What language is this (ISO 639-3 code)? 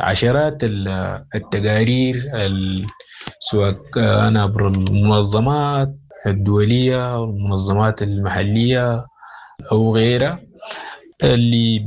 apd